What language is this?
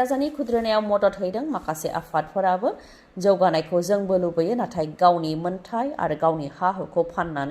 Bodo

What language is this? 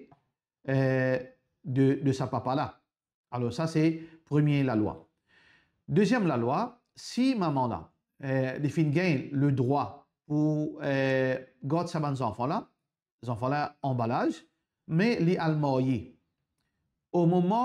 Morisyen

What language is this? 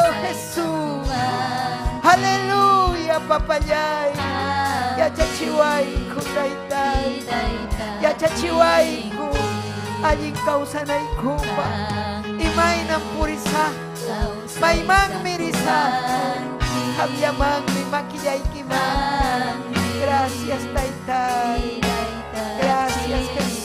Ayacucho Quechua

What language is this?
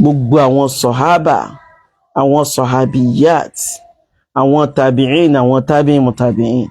Yoruba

